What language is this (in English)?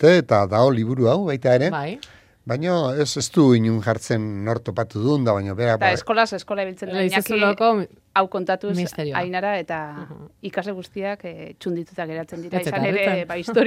Basque